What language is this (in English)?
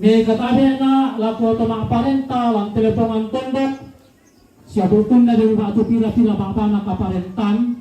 Toraja-Sa'dan